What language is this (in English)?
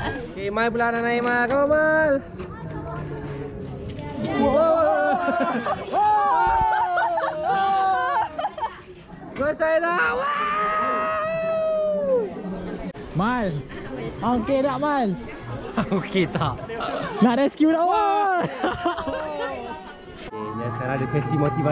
Malay